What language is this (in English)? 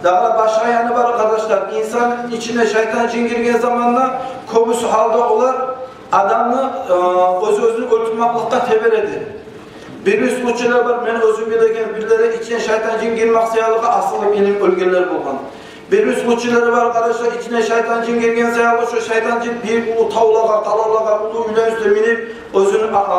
Kumyk